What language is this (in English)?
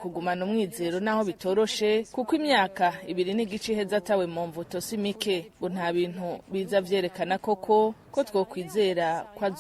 Rundi